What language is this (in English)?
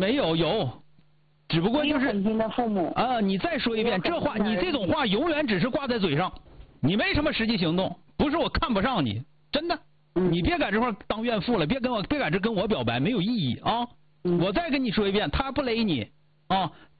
Chinese